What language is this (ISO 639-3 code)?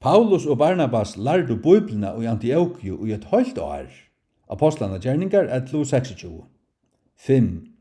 fao